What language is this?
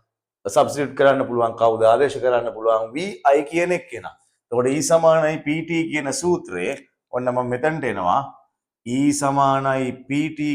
Sinhala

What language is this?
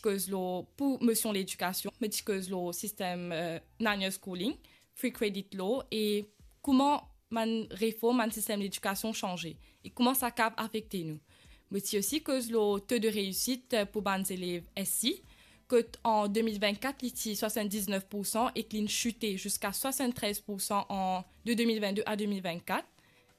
Morisyen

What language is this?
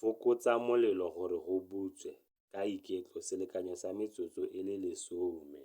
Tswana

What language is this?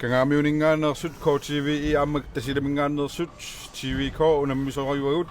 Kalaallisut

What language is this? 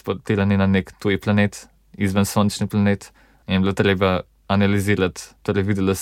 Slovenian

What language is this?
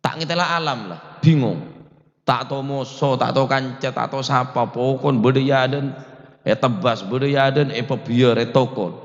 Madurese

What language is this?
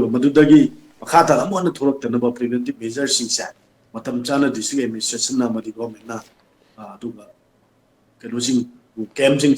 Manipuri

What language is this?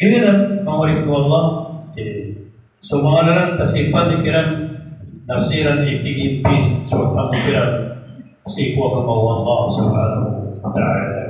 Maranao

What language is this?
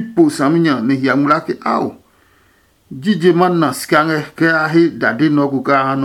Adangme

